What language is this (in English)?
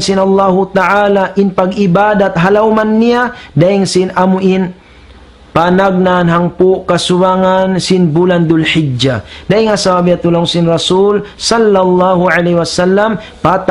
Tausug